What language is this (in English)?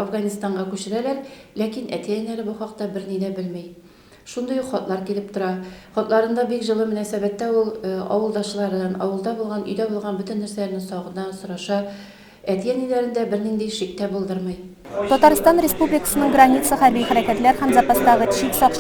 Tatar